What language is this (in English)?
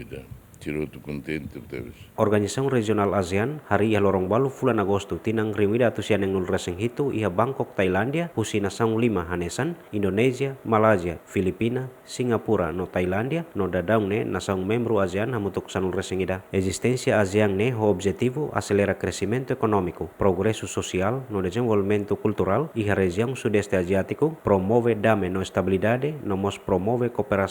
Tetum